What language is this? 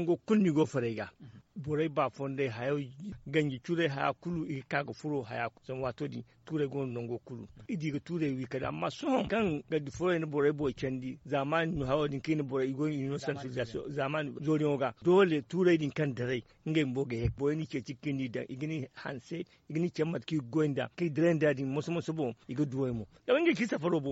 Zarma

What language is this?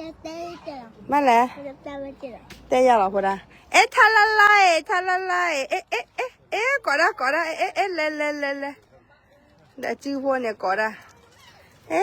S'gaw Karen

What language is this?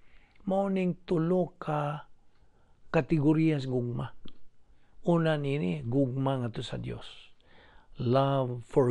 Cebuano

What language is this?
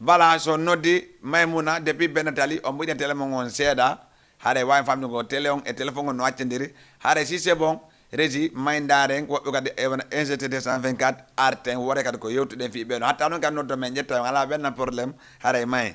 Fula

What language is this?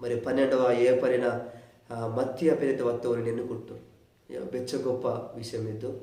Koya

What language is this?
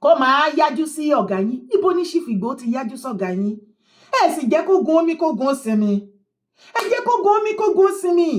Yoruba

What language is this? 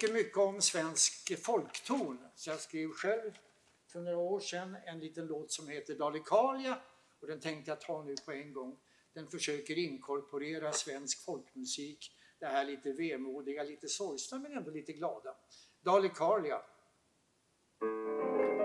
Swedish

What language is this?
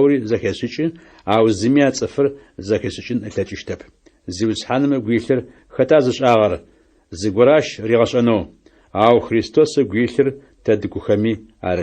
Adyghe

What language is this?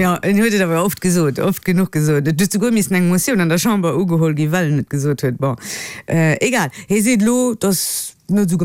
Luxembourgish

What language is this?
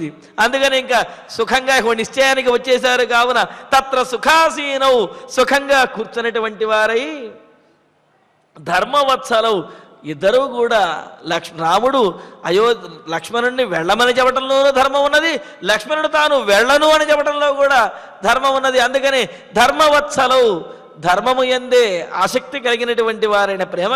Telugu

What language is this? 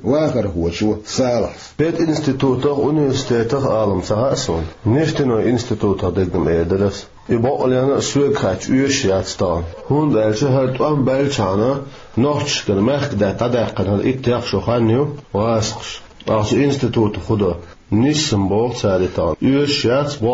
Chechen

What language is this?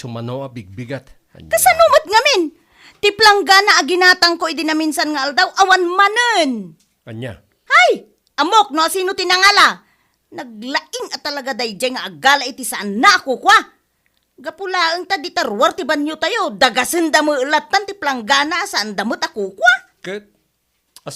Iloko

